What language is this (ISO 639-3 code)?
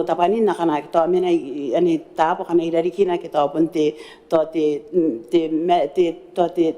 gil